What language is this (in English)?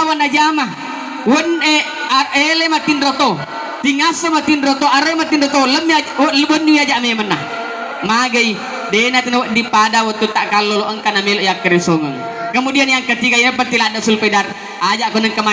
Buginese